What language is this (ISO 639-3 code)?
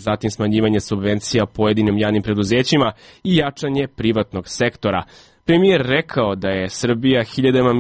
srp